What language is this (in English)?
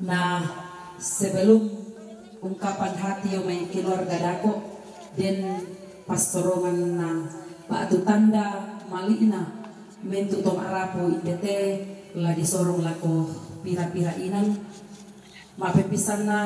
Toraja-Sa'dan